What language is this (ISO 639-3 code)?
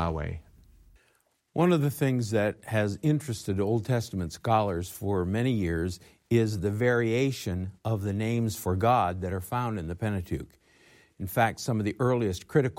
eng